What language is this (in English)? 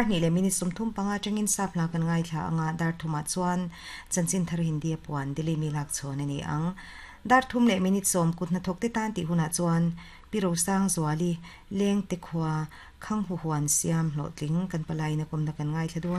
Mizo